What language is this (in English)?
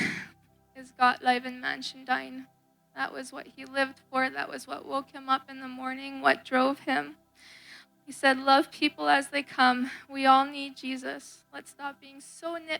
Plautdietsch